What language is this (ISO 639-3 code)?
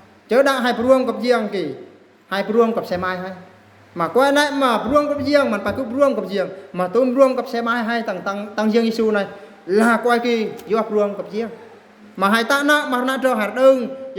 bru